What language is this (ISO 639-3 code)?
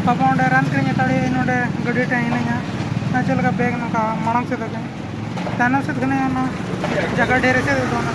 sat